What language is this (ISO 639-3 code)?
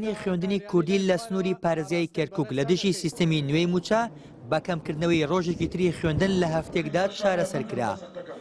ckb